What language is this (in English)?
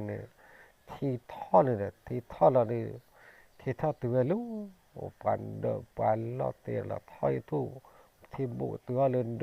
S'gaw Karen